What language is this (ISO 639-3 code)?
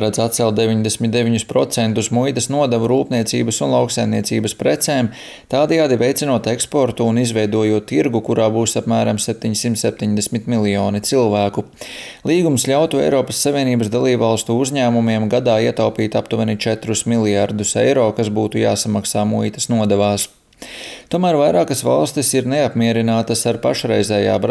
lav